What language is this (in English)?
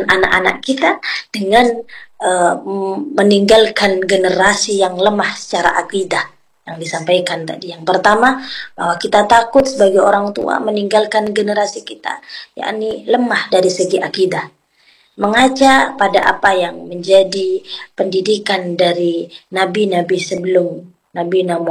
Indonesian